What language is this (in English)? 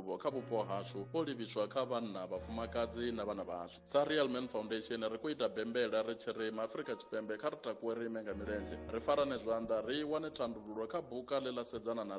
Venda